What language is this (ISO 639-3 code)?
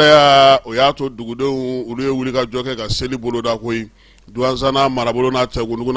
bam